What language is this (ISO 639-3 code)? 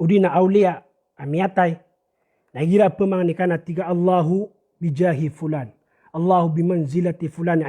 mrw